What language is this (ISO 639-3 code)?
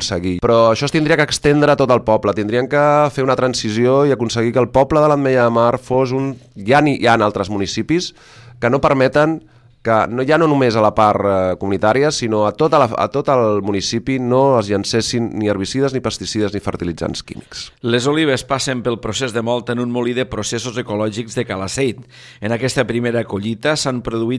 cat